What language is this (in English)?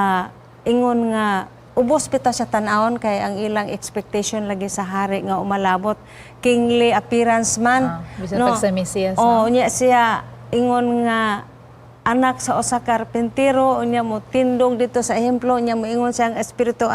Cebuano